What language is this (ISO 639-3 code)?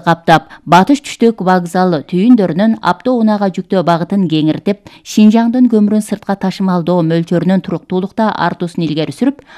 kir